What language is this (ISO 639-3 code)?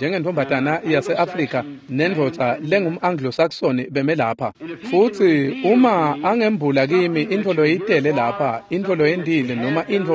ssw